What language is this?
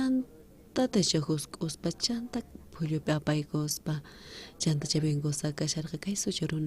South Bolivian Quechua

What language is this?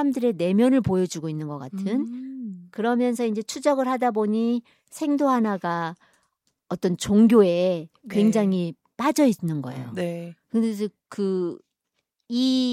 Korean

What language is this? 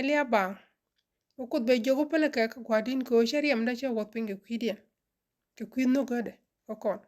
Nuer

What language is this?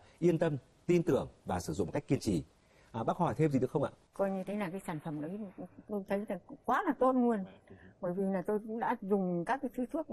Vietnamese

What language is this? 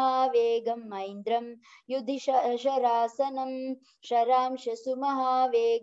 Sanskrit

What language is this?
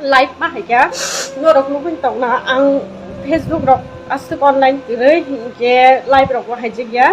Kok Borok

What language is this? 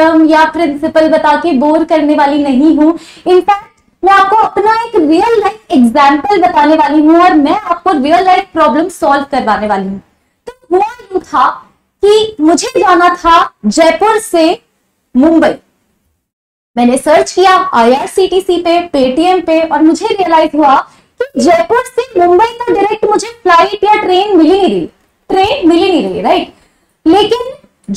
Hindi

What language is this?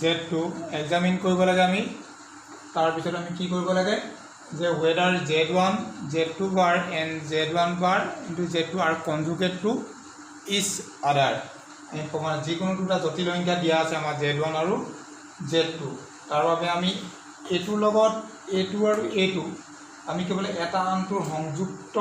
Assamese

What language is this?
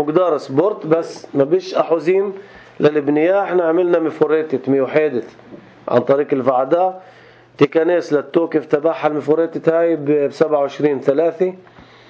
North Levantine Arabic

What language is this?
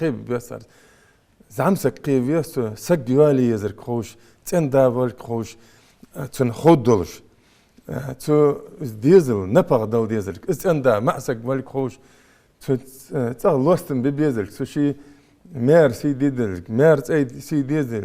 Ingush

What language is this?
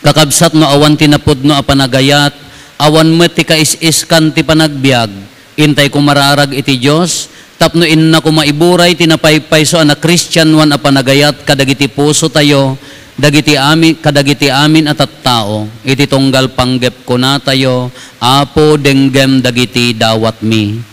Iloko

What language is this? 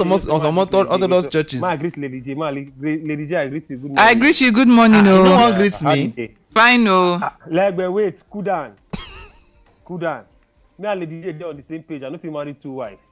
Nigerian Pidgin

